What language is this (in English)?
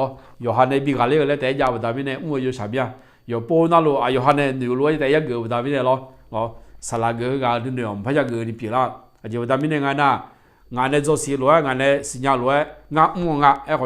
Akha